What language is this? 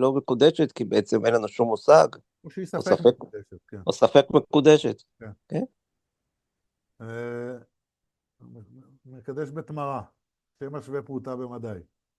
Hebrew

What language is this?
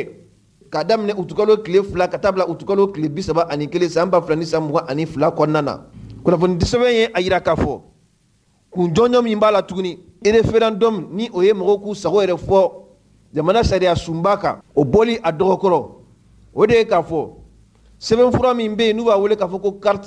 Mandingo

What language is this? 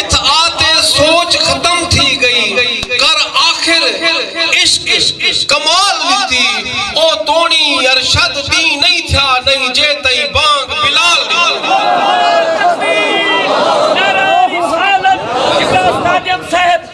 Saraiki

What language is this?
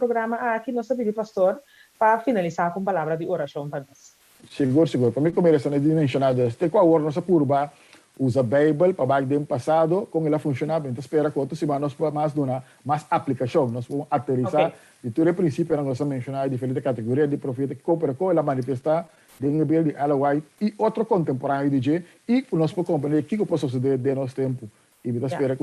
Papiamento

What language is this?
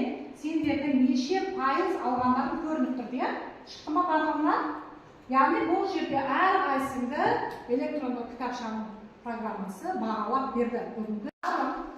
Kazakh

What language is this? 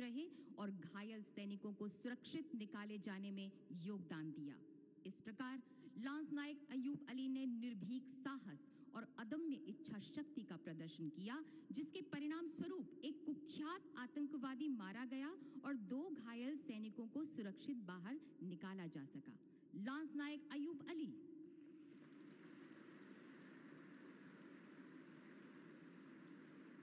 Hindi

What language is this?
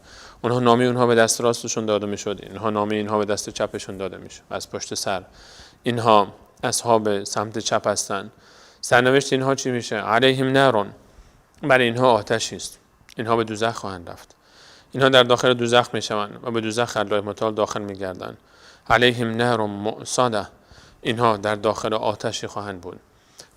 Persian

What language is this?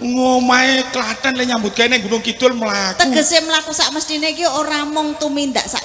Javanese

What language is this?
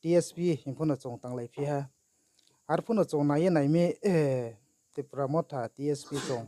Riang (India)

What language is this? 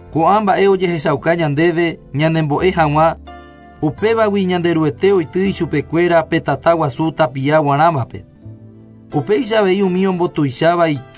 Guarani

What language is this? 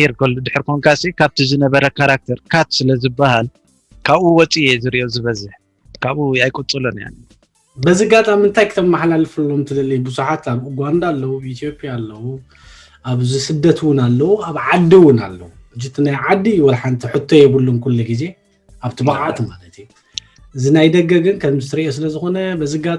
Tigrinya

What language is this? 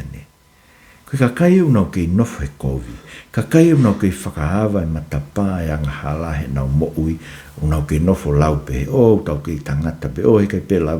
Tongan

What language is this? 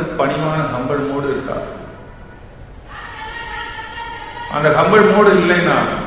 Tamil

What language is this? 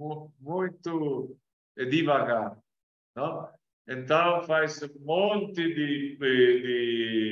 Portuguese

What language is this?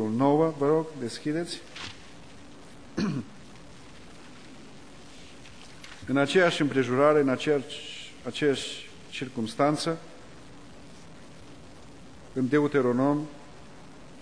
Romanian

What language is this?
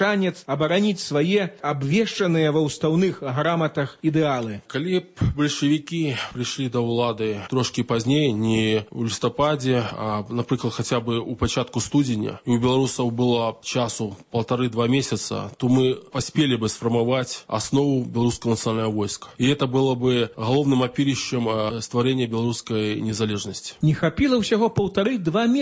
Belarusian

